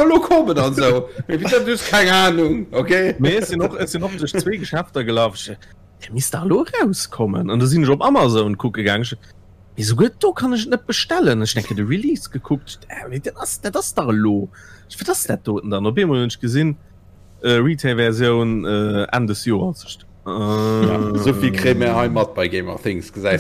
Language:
Luxembourgish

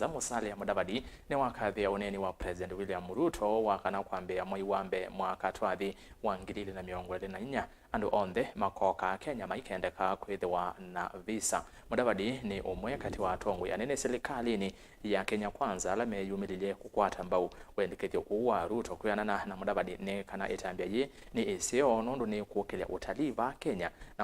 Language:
Kamba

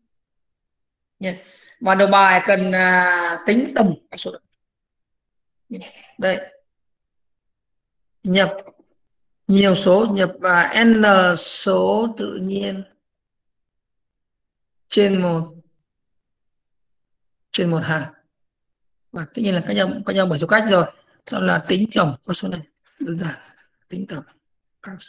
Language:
Vietnamese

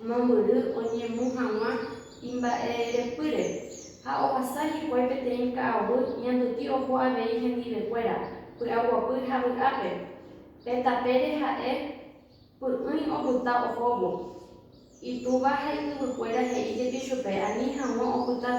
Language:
Guarani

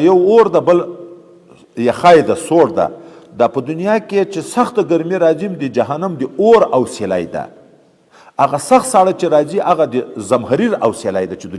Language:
Pashto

